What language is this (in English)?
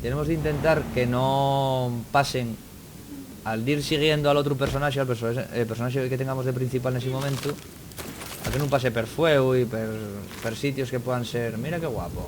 Asturian